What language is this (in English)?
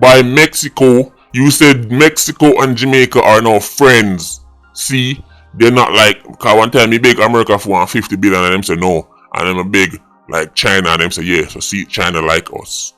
Jamaican Creole English